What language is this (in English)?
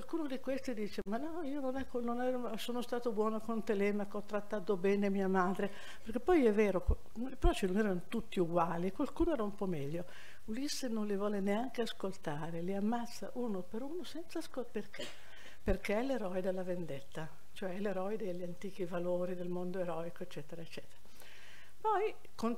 Italian